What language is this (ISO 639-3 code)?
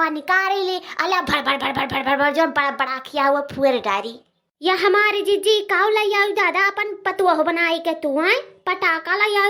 awa